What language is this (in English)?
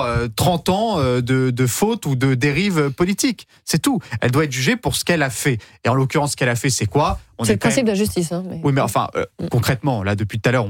French